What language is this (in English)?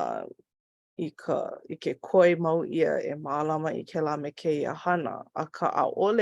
Hawaiian